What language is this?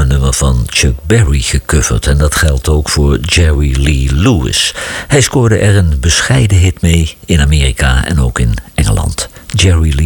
Dutch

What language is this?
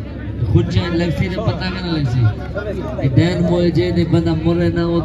Saraiki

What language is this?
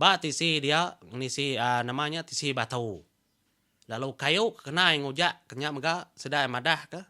Iban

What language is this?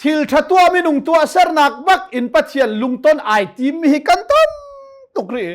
Hakha Chin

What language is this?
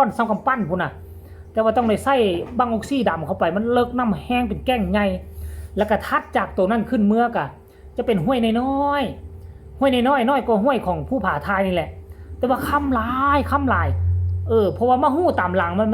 Northeastern Thai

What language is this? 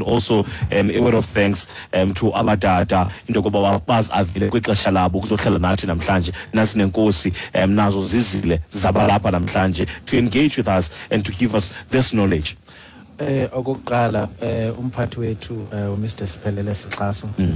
Xhosa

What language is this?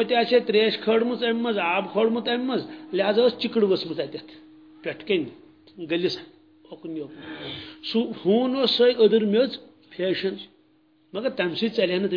Kashmiri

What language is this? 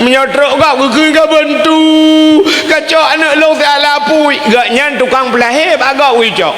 Achinese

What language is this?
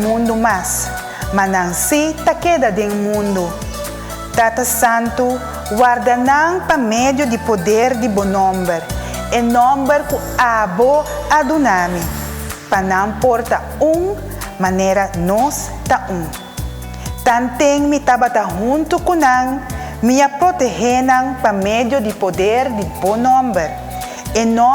Papiamento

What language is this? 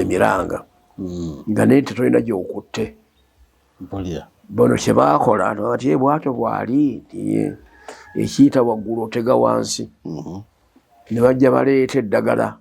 Ganda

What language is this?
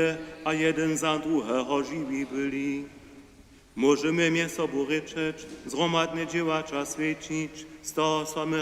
Upper Sorbian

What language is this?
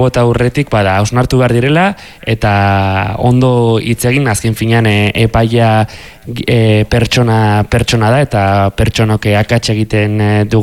Basque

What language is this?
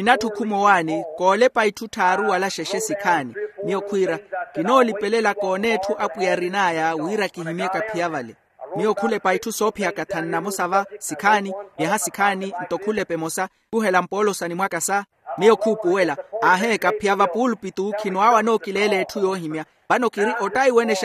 Makhuwa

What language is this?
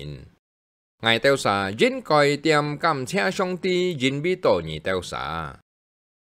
Hakka Chinese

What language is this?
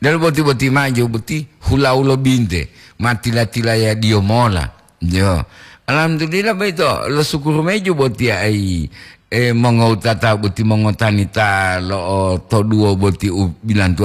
Gorontalo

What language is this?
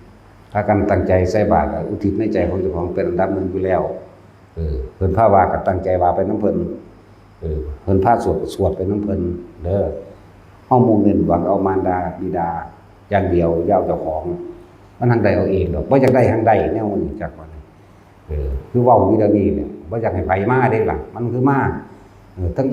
Northeastern Thai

